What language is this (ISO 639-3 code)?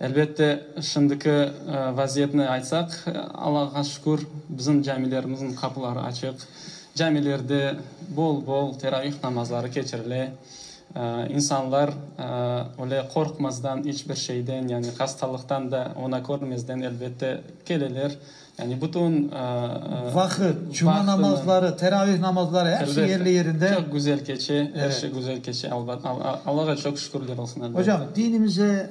crh